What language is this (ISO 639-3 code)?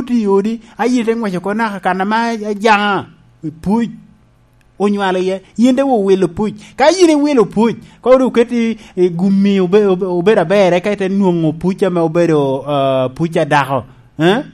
laj